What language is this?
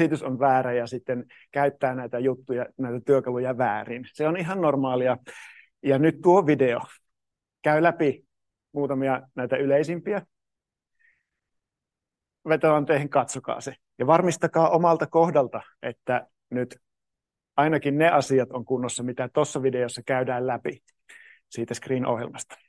Finnish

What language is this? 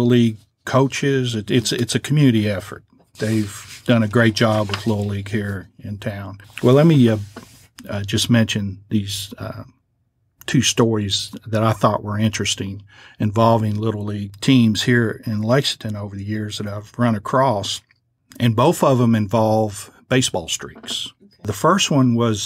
English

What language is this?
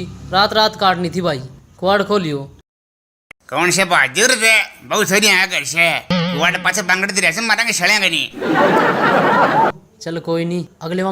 Haryanvi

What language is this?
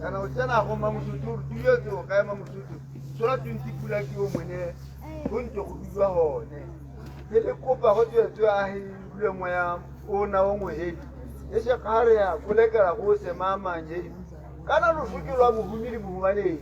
Tswana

